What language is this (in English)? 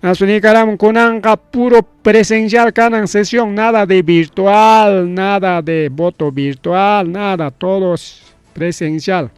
Ayacucho Quechua